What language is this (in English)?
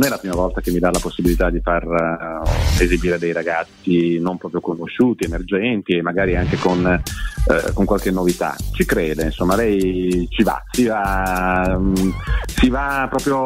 Italian